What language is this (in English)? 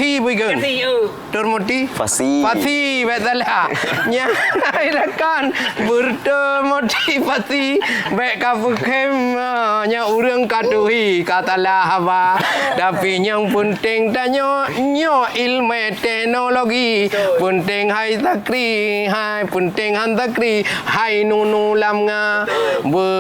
Achinese